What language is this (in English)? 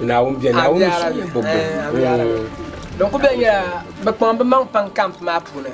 Dagbani